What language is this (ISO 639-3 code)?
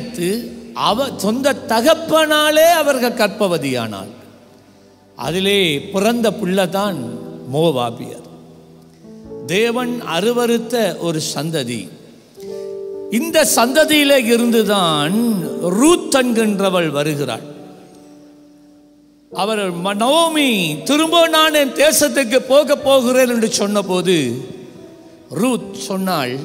tam